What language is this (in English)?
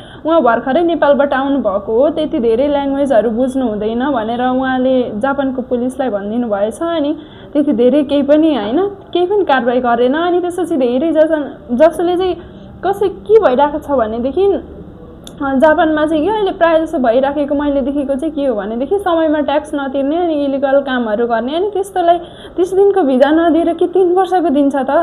Nepali